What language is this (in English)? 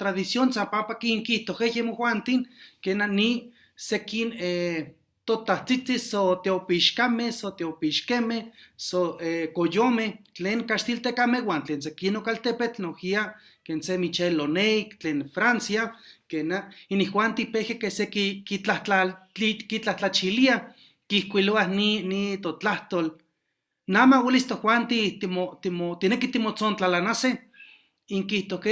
Eastern Huasteca Nahuatl